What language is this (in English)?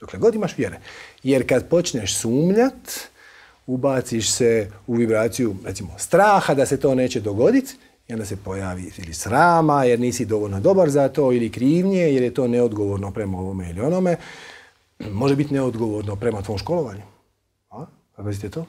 Croatian